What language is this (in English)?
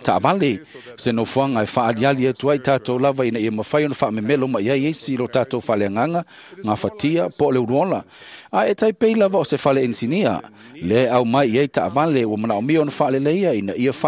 Samoan